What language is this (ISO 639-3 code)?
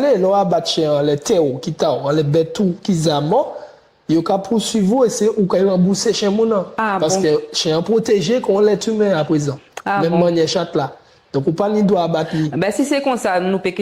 gcf